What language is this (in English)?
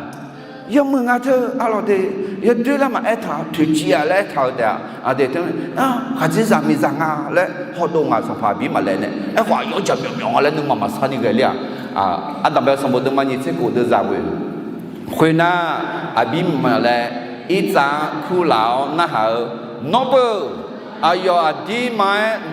Akha